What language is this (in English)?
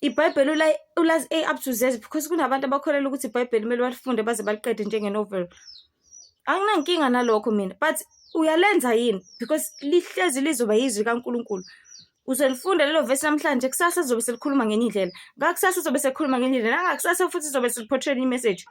Zulu